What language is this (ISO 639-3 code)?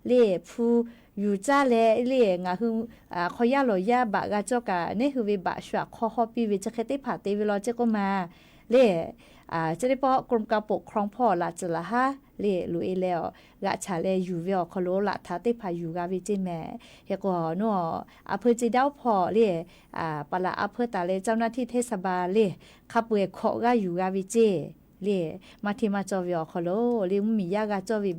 lhu